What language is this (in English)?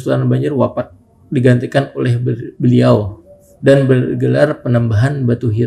Banjar